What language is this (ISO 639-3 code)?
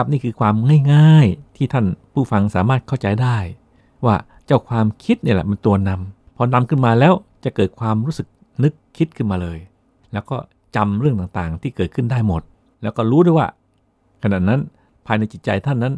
tha